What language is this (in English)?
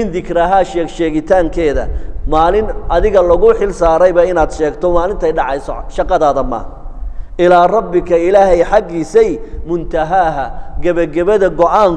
Somali